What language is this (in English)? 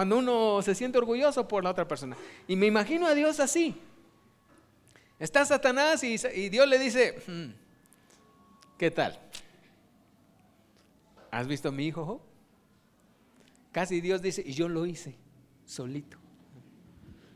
Spanish